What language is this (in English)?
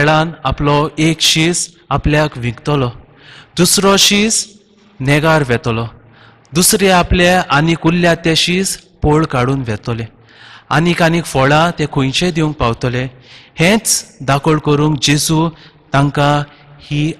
Konkani